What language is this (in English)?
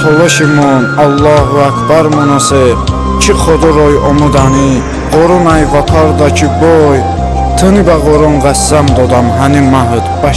Talysh